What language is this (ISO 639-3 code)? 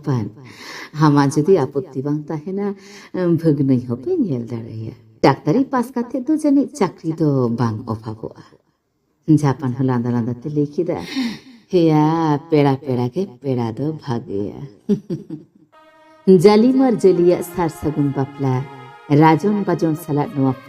sat